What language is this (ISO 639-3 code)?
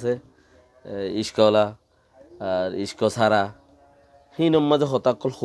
rhg